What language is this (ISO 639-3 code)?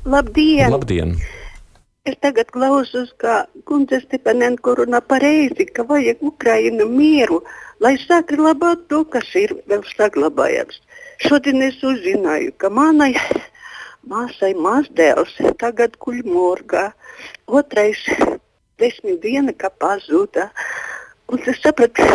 lav